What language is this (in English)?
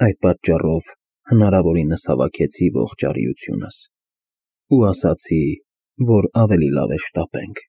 Armenian